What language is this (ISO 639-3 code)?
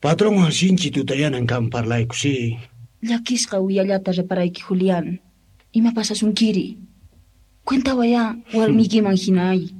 que